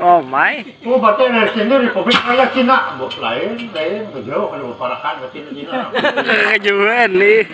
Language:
Banjar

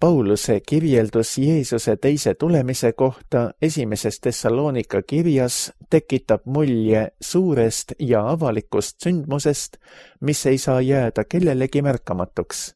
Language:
Estonian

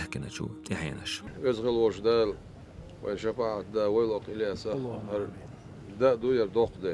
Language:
Chechen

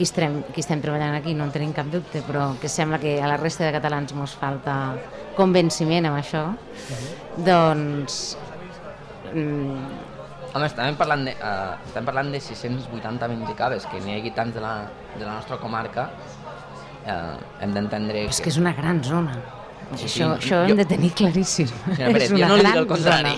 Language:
Catalan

